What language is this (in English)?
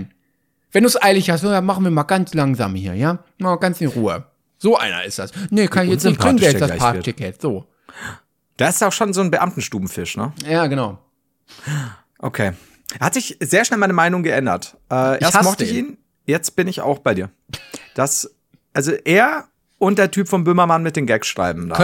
German